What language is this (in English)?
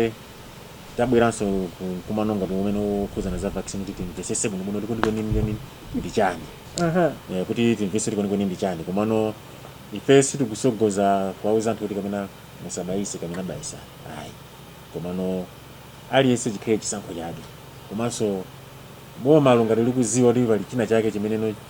Nyanja